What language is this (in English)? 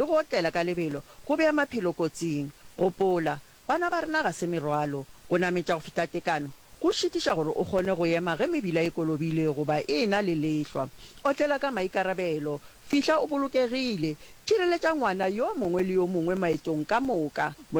Northern Sotho